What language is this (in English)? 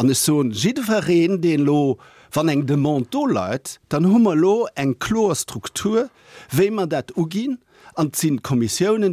Luxembourgish